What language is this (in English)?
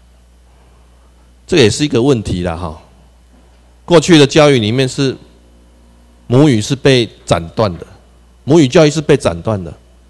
Chinese